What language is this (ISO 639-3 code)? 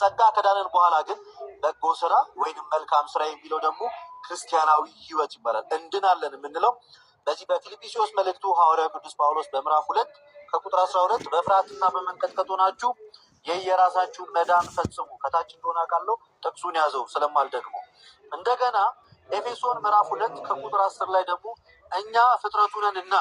amh